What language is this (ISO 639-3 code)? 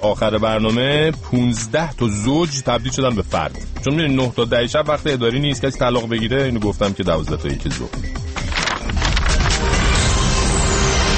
fas